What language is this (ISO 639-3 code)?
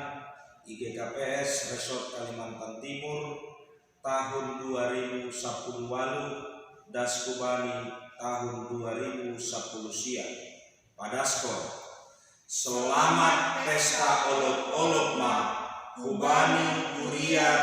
bts